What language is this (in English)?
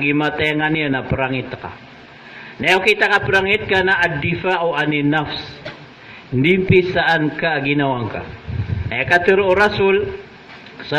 Maranao